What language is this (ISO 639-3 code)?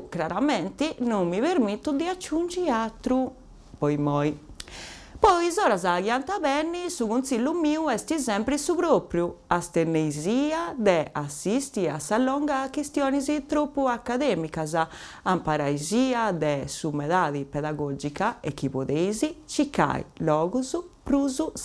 srd